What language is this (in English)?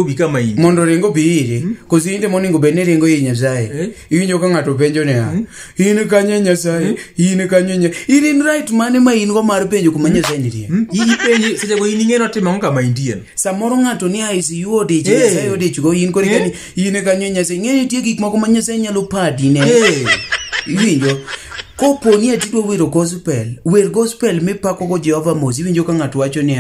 Luo (Kenya and Tanzania)